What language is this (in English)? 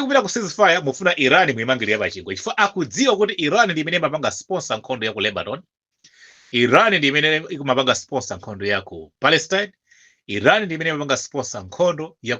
Nyanja